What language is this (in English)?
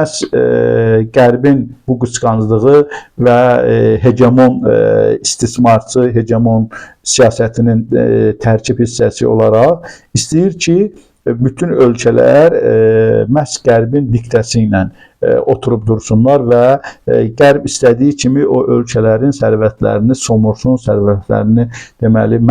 Azerbaijani